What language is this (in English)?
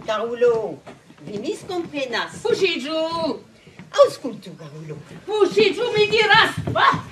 Esperanto